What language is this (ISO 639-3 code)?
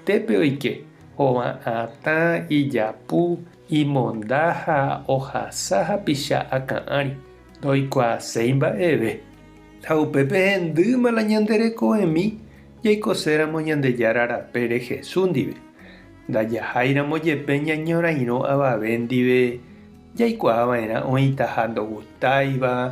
grn